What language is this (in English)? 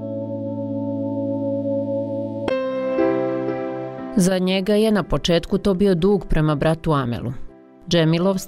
Bosnian